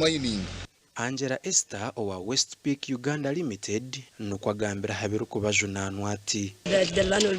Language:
Nyankole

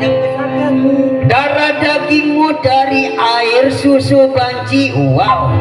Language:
Betawi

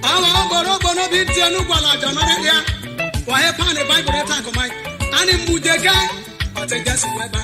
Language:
Isoko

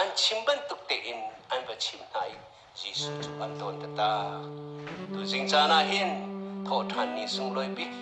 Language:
Hakha Chin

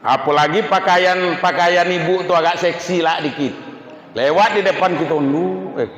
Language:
Minangkabau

